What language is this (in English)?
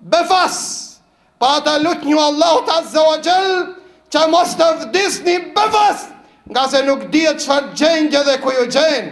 Albanian